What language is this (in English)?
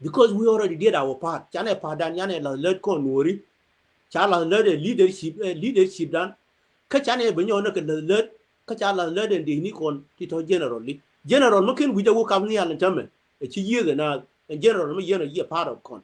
Nuer